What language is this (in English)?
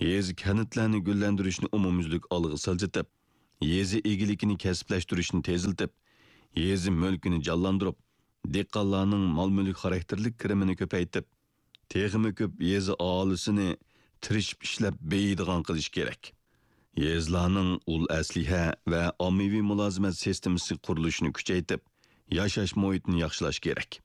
Uyghur